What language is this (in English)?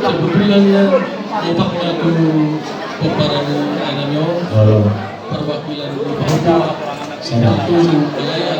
Batak Toba